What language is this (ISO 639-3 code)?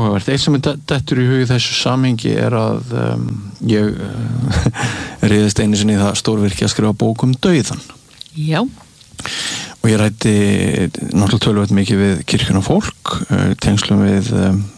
isl